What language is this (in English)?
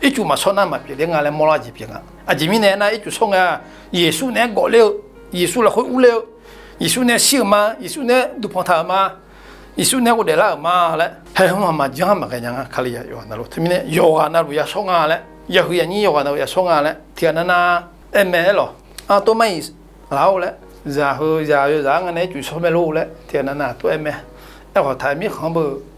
Akha